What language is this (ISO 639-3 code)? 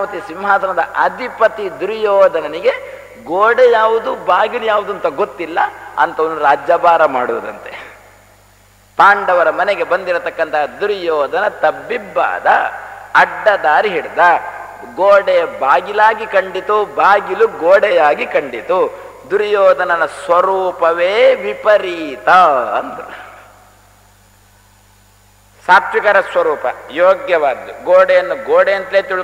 kan